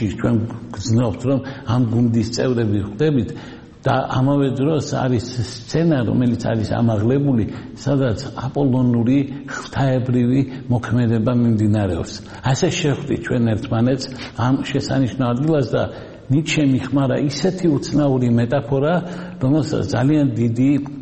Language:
Georgian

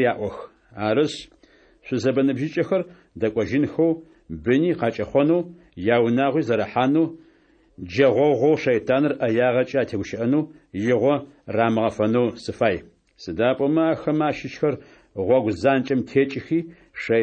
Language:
Adyghe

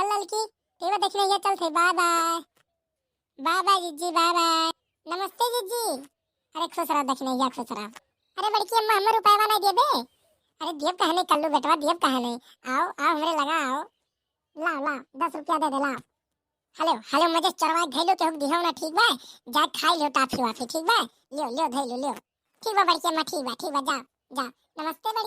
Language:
Awadhi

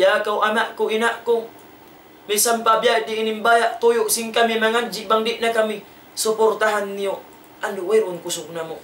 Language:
Tausug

